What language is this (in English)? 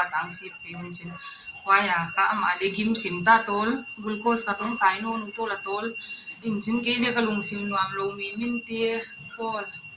Paite Chin